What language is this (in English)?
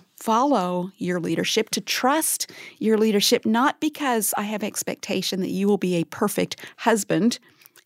English